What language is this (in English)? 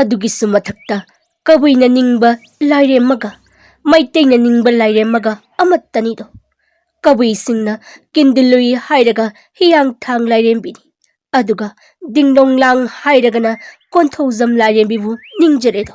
Manipuri